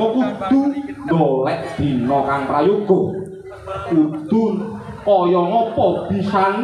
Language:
Javanese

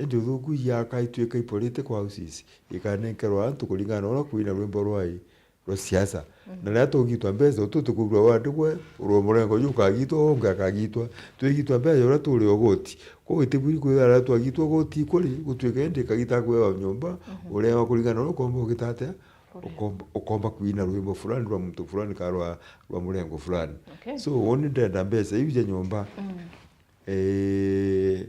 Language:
Meru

